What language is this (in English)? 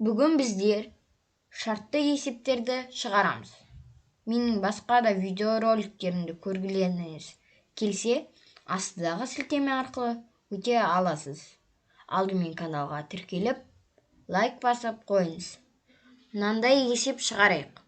Kazakh